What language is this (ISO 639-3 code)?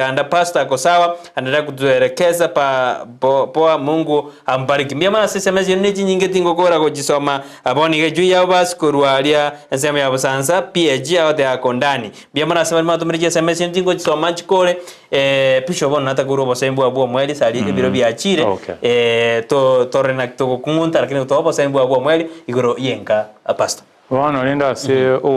guz